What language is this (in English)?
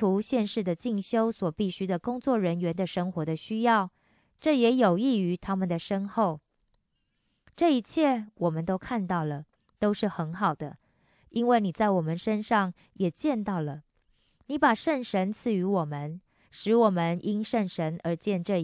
Chinese